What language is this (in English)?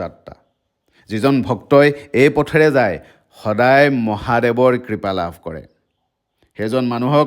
Assamese